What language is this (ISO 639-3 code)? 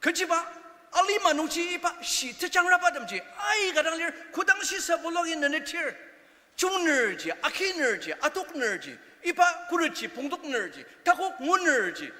njo